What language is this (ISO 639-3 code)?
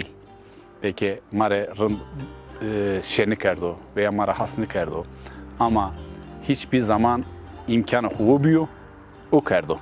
zza